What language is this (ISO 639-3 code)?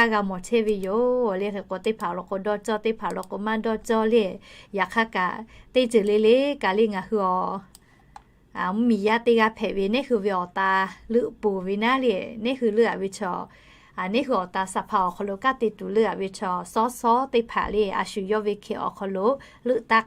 lhu